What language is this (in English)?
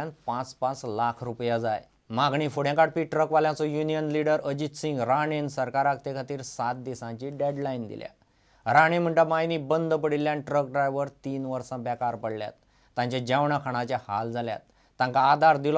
Konkani